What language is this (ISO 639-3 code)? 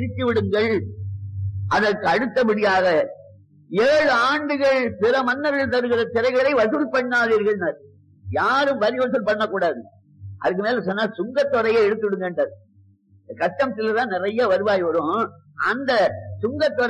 tam